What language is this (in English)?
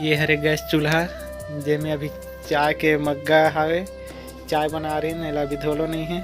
Chhattisgarhi